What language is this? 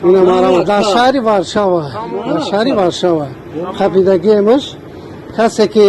Tajik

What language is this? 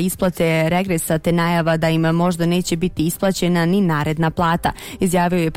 Bosnian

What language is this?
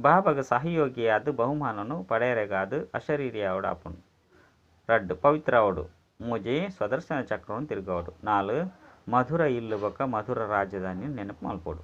Tulu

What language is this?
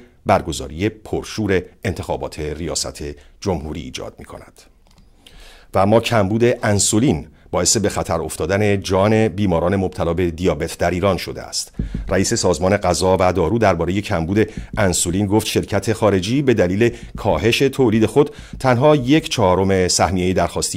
Persian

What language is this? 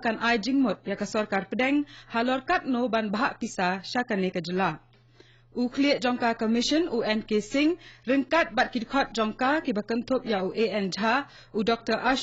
Khasi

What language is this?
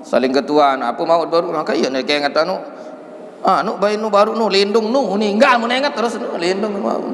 Sasak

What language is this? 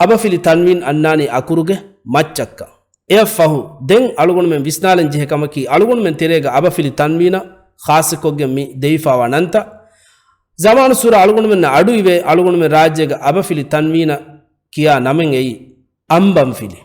Divehi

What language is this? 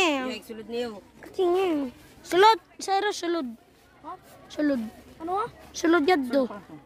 Waray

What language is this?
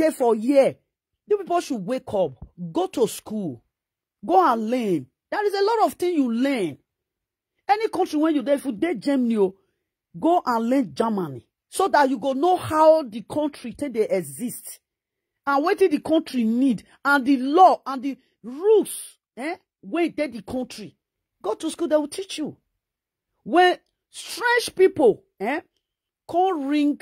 Nigerian Pidgin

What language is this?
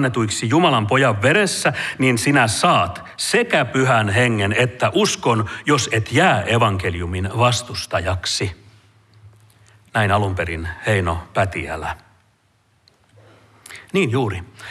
Finnish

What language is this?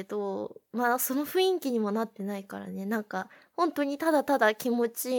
Japanese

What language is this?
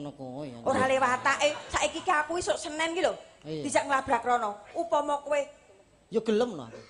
Javanese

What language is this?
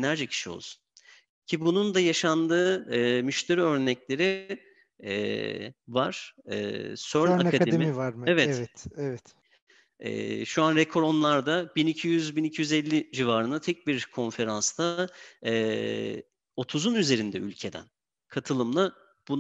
Turkish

